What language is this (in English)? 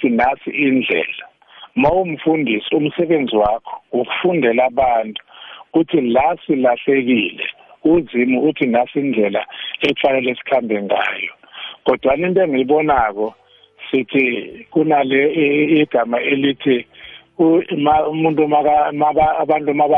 South Ndebele